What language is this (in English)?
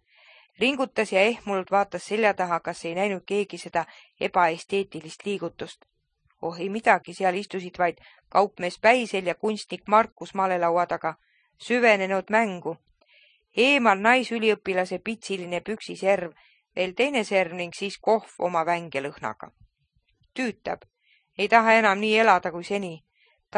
Estonian